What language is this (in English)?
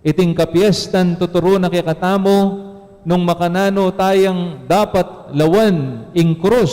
Pampanga